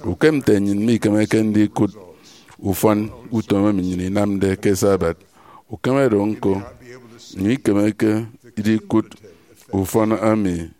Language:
Efik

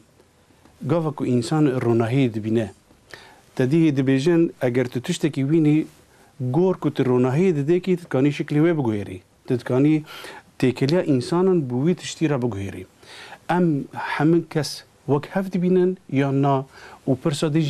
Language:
Kurdish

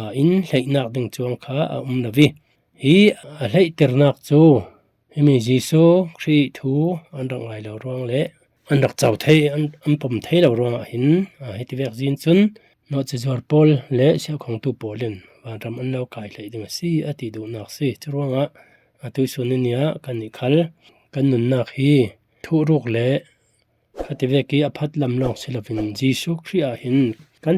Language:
Falam Chin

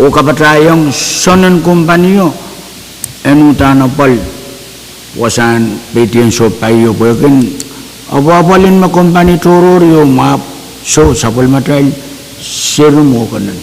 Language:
Pohnpeian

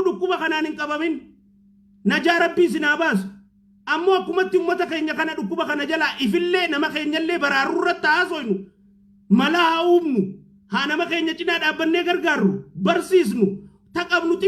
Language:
Oromo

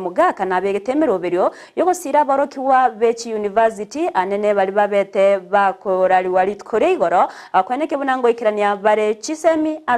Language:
Gusii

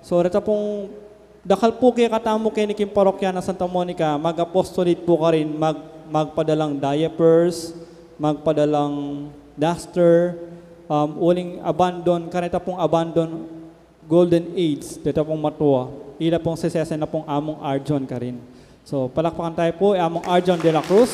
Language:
Pampanga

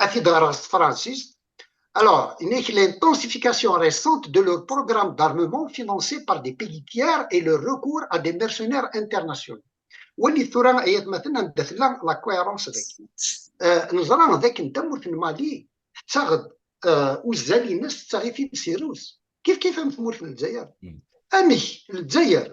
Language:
Kabyle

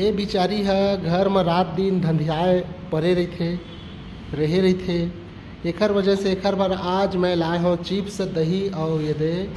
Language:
Chhattisgarhi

